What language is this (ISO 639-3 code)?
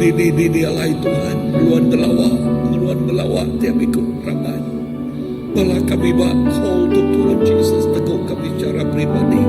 iba